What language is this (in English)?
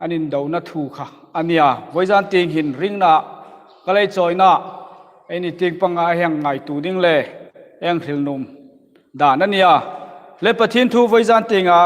Hmar